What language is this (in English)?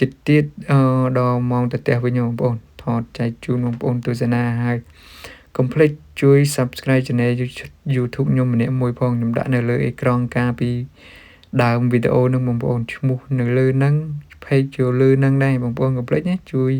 Khmer